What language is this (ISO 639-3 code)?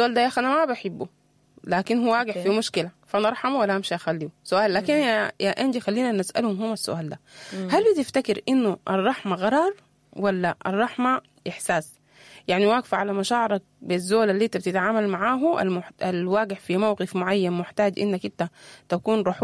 apd